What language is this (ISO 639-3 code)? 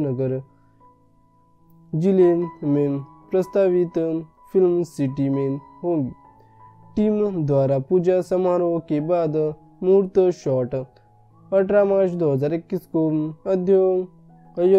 hin